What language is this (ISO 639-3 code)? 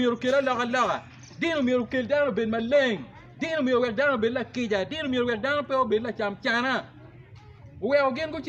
ach